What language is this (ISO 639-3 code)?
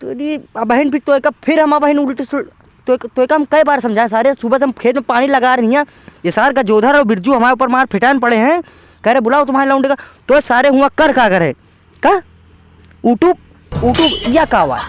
awa